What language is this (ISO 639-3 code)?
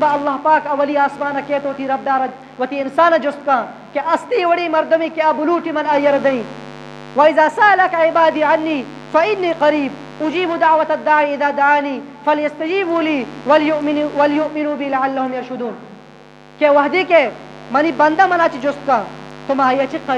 bgp